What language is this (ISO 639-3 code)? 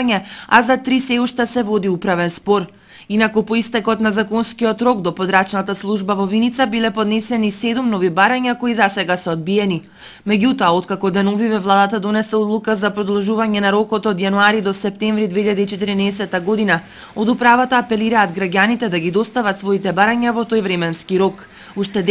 mkd